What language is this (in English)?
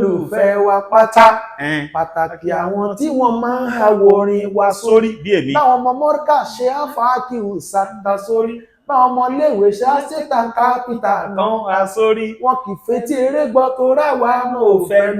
Yoruba